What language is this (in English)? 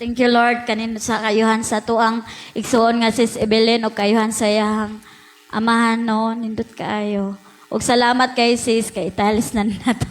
Cebuano